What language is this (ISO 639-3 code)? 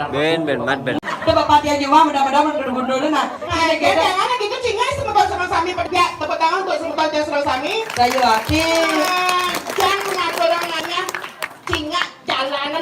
ban